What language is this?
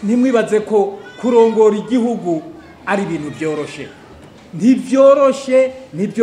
Rundi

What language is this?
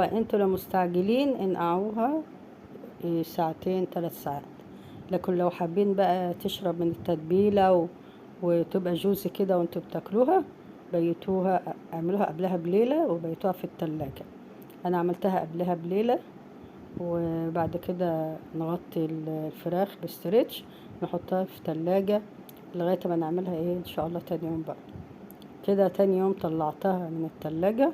Egyptian Arabic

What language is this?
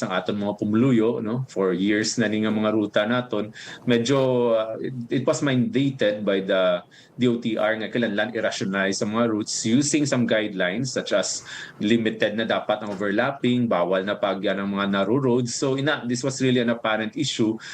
Hiligaynon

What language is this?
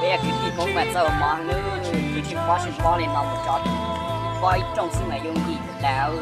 Hmong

